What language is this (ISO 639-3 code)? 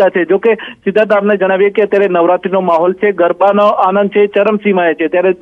guj